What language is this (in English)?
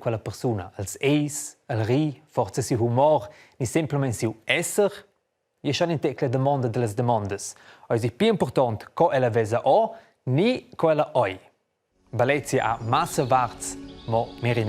Romansh